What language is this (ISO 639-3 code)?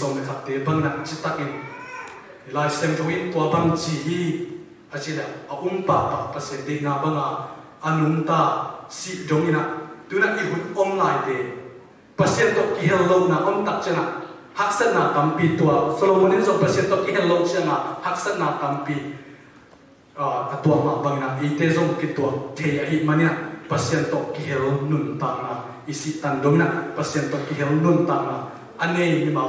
ctd